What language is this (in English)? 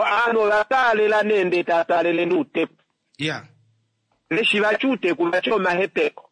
Kuanyama